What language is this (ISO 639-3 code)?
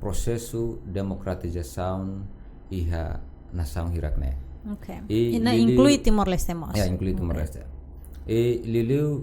tet